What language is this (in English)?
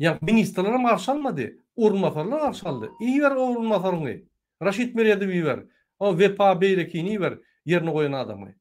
Turkmen